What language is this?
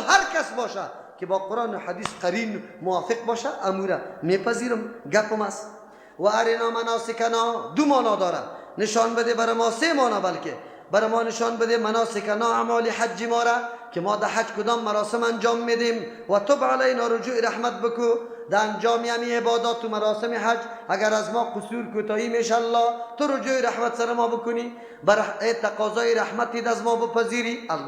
Persian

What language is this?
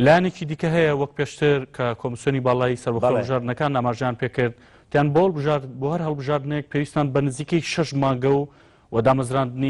Central Kurdish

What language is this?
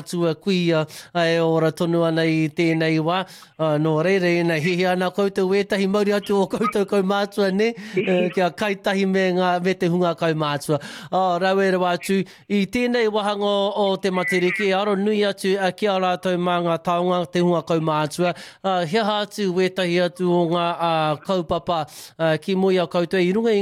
Māori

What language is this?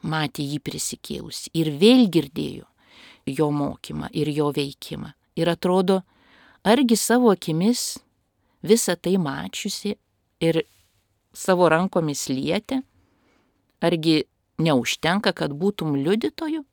Lithuanian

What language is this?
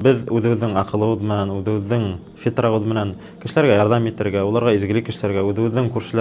Bashkir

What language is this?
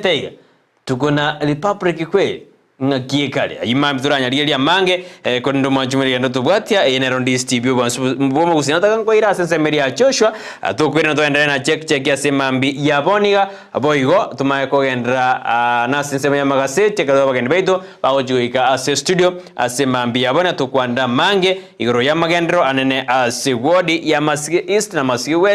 Gusii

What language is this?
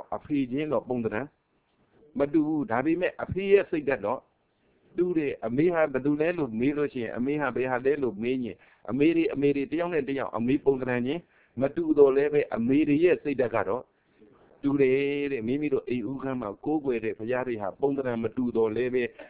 Burmese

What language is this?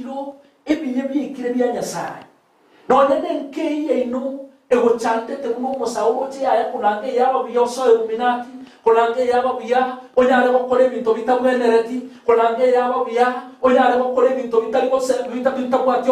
Gusii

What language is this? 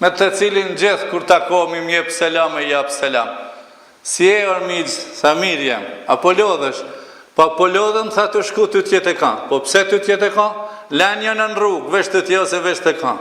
Albanian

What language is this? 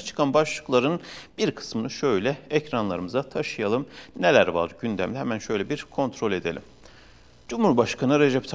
Turkish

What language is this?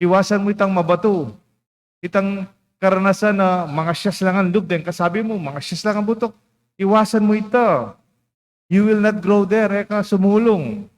Pampanga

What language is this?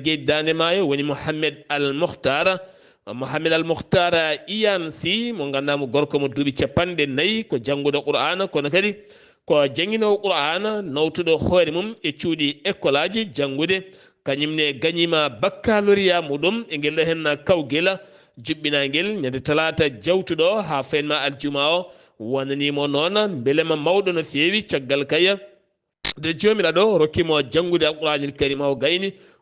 Fula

